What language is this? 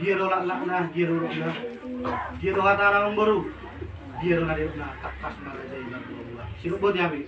Batak Toba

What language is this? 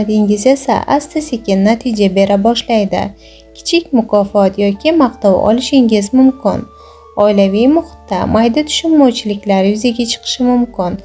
Uzbek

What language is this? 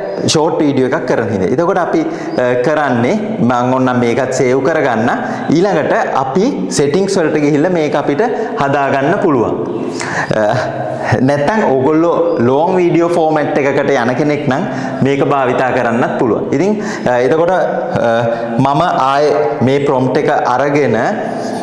Sinhala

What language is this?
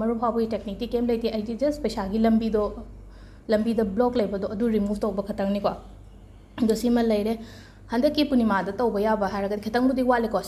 Manipuri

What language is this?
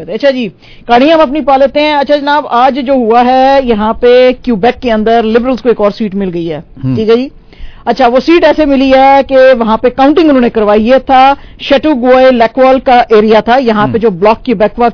Urdu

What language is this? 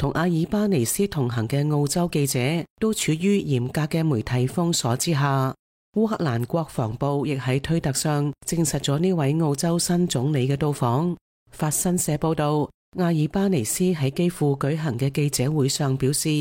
Cantonese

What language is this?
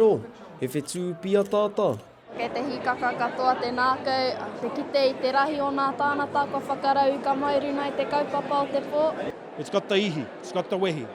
Māori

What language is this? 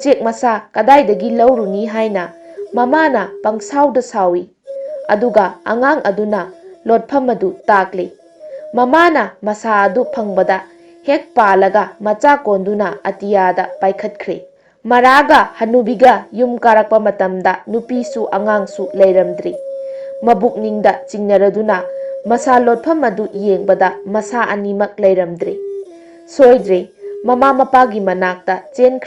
Manipuri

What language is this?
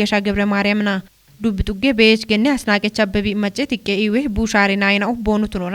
Kafa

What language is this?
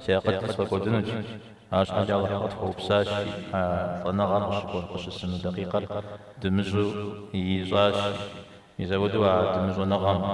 Kabardian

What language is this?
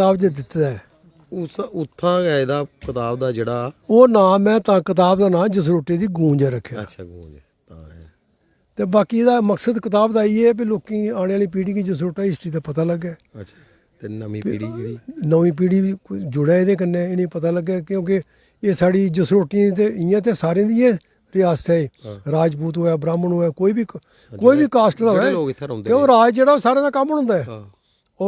Dogri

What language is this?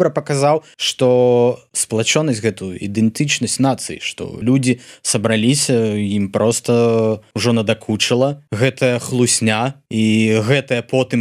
Belarusian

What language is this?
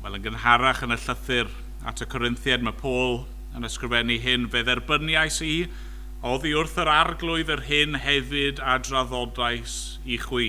Welsh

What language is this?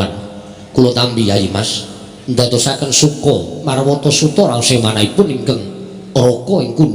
Javanese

